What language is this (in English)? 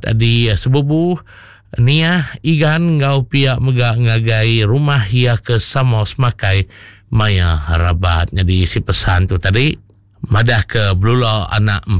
Iban